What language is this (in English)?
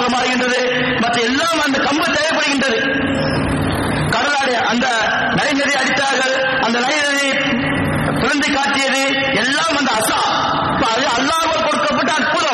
Tamil